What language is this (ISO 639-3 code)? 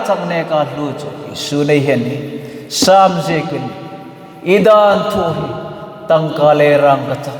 hmr